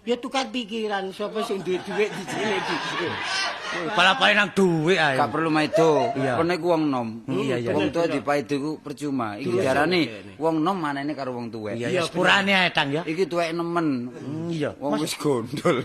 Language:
Javanese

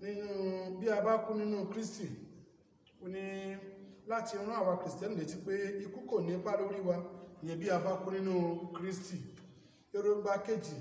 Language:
Yoruba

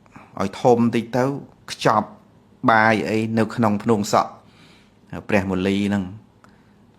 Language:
Khmer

